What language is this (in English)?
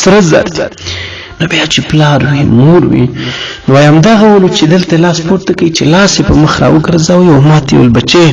Pashto